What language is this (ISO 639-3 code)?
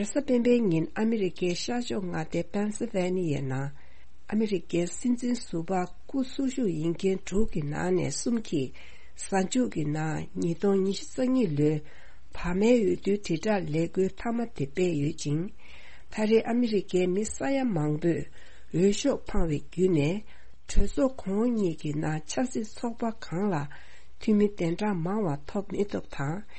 bod